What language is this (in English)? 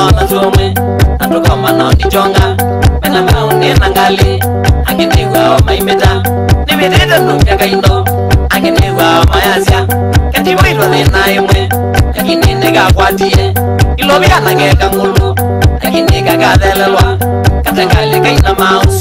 Kamba